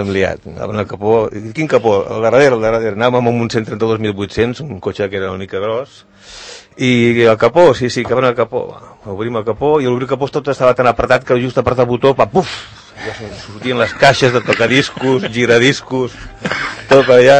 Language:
Catalan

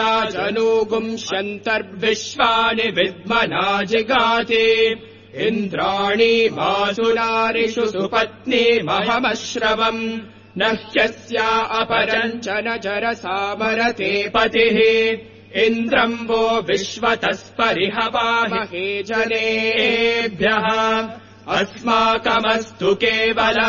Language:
Sanskrit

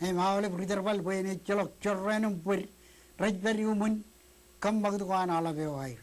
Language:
Marshallese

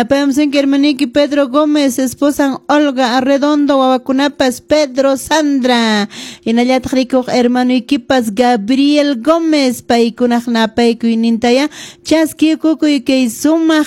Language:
Quechua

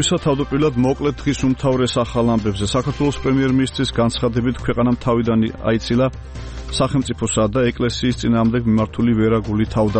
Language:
Georgian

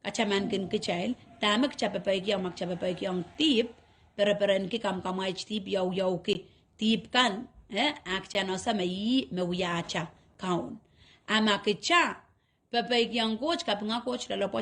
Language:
Pohnpeian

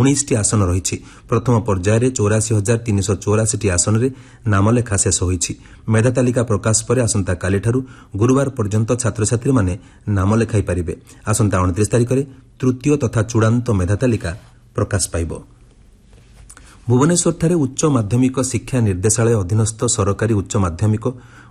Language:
Odia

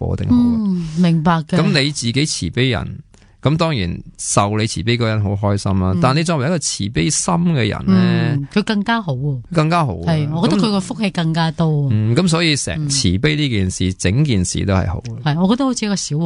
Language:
Cantonese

